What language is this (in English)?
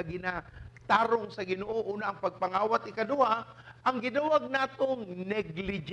Cebuano